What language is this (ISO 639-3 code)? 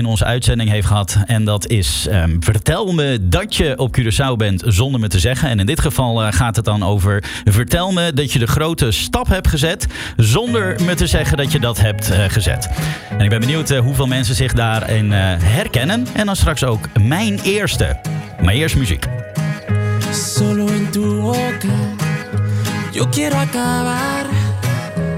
nld